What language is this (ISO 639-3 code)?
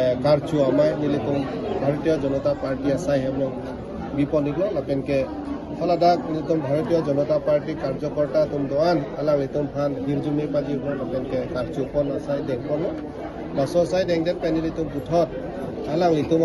mjw